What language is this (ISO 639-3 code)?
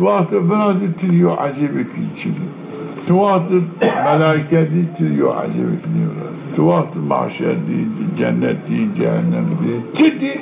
zza